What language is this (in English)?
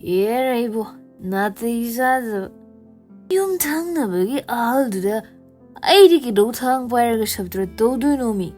Manipuri